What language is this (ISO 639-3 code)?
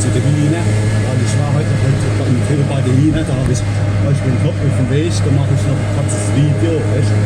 pfl